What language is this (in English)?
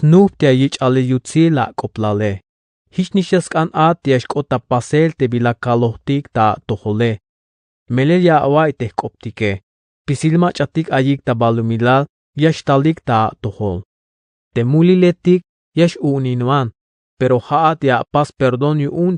Tzeltal